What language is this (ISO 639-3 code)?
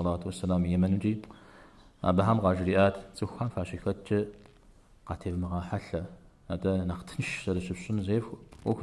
kbd